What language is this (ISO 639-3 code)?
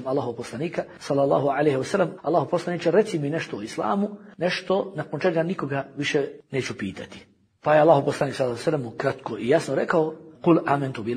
bos